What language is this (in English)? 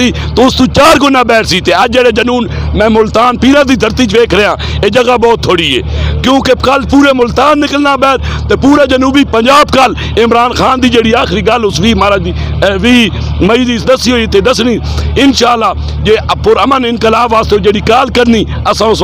Saraiki